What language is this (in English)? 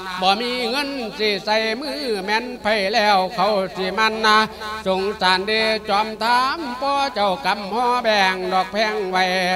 Lao